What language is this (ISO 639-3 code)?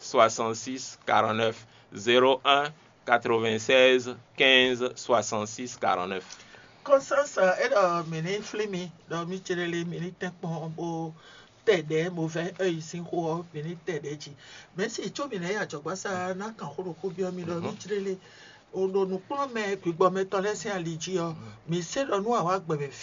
fon